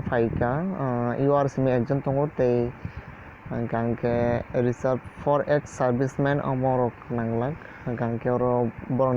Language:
Kok Borok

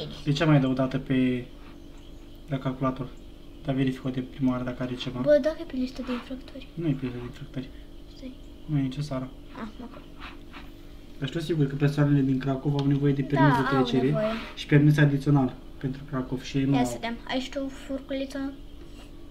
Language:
Romanian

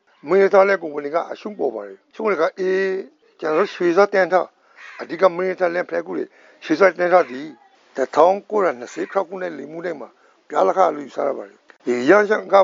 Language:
Burmese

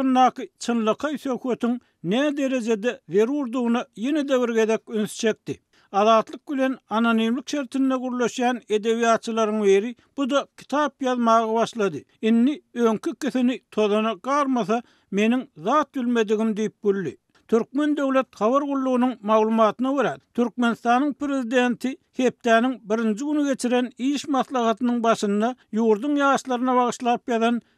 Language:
Turkmen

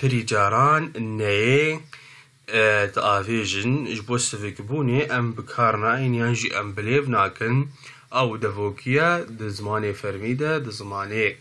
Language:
Kurdish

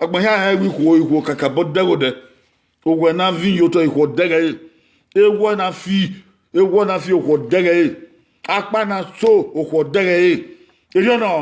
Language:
Bini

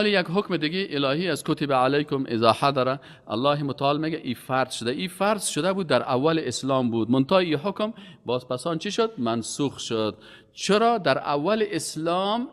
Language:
Persian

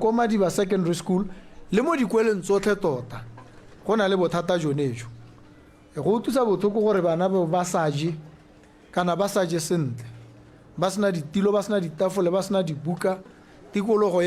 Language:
Tswana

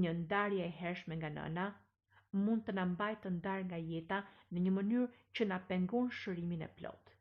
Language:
Albanian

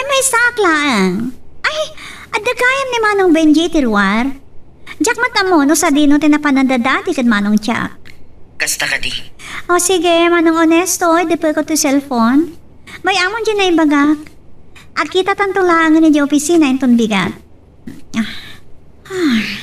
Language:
Iloko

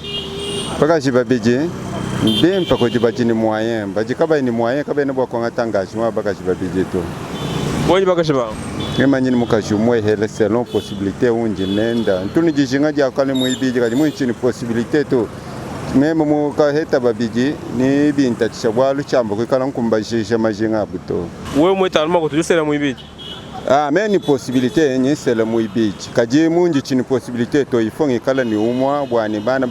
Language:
Luba-Lulua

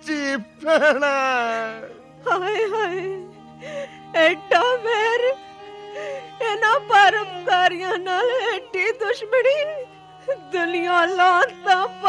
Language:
Punjabi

